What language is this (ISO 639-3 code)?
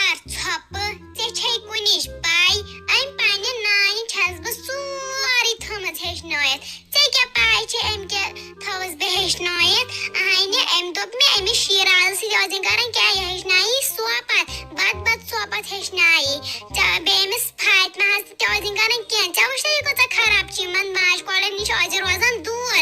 kas